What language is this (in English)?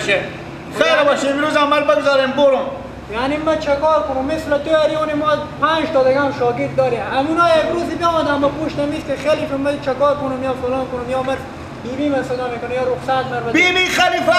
Persian